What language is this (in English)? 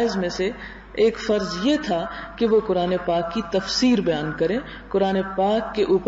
Urdu